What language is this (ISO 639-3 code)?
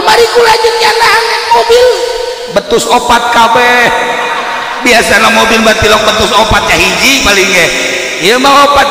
sun